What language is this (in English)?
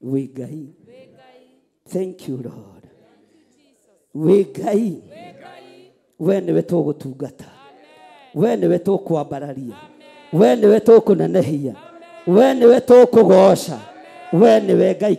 Kikuyu